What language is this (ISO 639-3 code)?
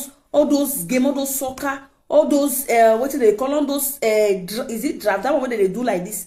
pcm